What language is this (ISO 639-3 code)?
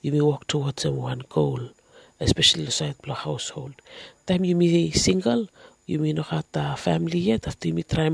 bis